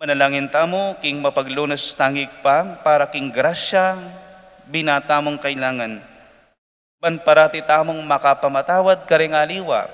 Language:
Pampanga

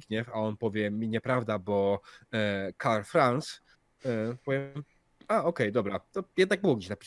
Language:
Polish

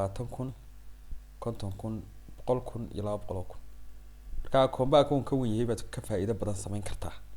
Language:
Somali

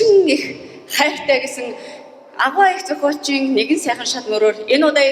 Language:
Mongolian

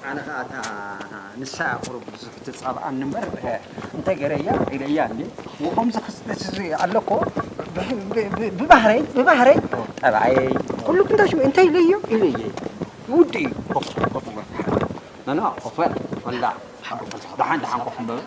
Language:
Tigrinya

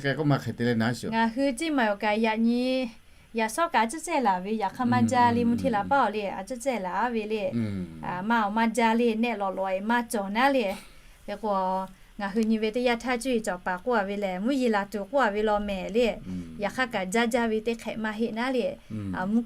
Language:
Lahu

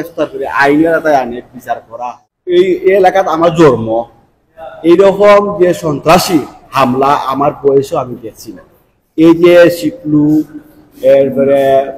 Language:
Sylheti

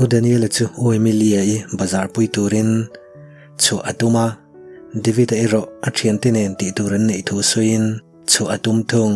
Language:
Mizo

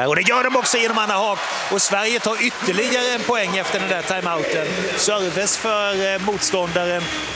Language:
Swedish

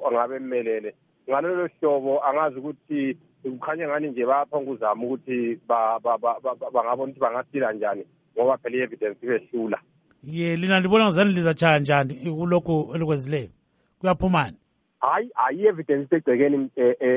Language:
North Ndebele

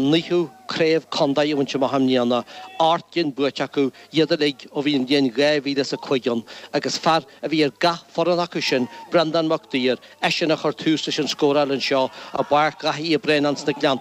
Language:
Irish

